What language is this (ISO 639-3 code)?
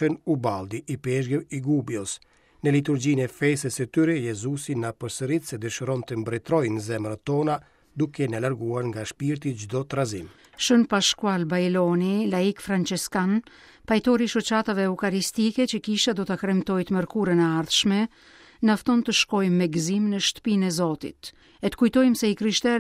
sqi